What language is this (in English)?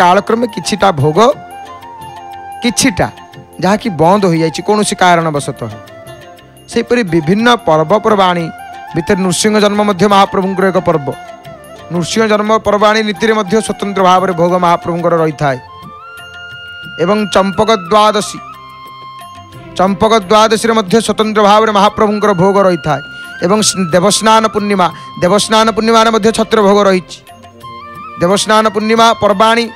Odia